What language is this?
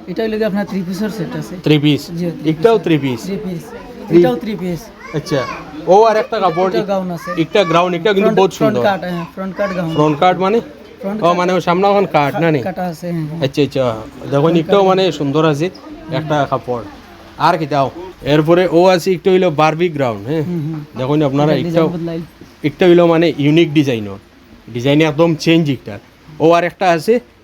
Sylheti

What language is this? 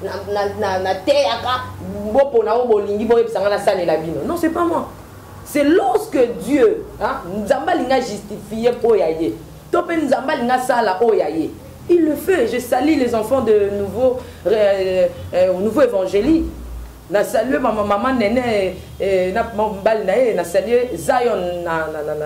Lingala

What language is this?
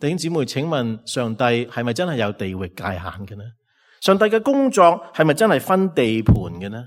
Cantonese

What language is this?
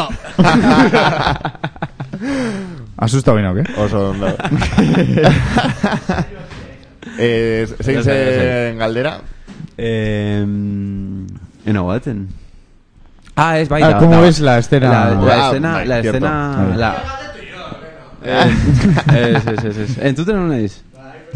Basque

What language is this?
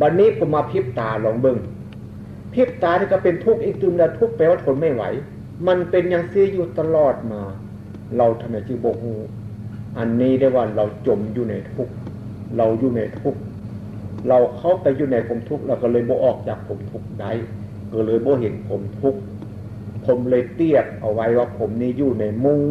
Northeastern Thai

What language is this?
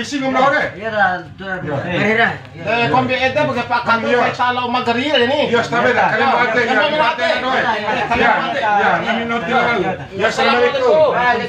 Bima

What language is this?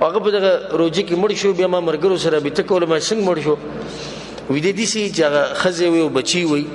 Pashto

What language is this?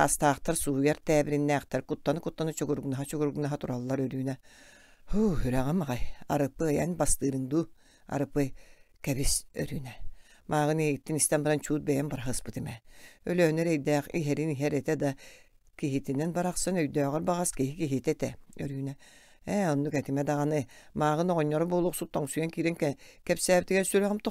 Yakut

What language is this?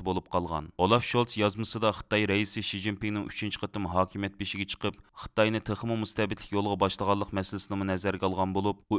Uyghur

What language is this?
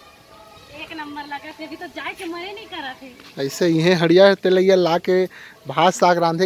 Chhattisgarhi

